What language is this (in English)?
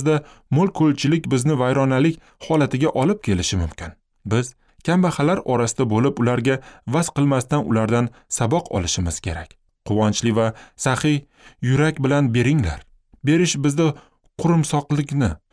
Uzbek